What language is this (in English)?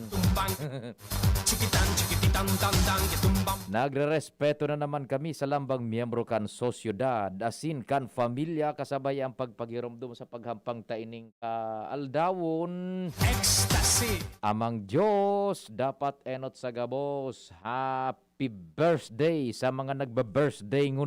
Bikol